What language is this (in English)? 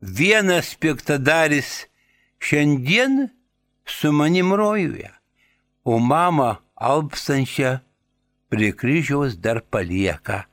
Lithuanian